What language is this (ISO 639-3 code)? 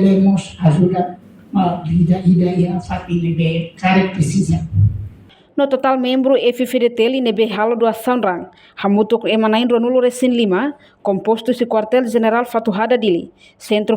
tet